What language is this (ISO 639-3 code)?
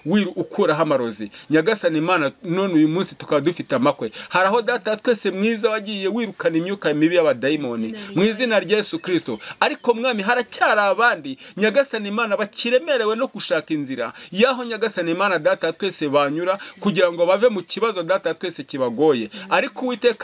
kin